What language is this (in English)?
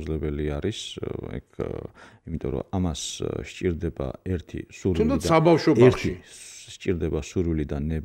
Georgian